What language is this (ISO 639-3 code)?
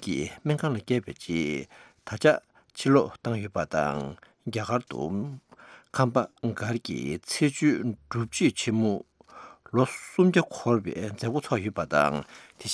bod